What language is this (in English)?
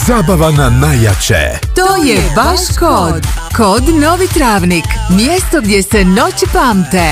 Bosnian